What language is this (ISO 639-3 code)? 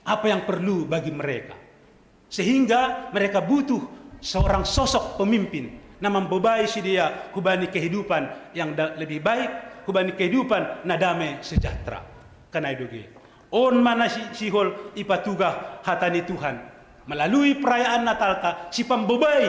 bts